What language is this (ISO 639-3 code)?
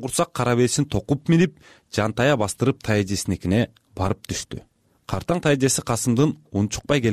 kir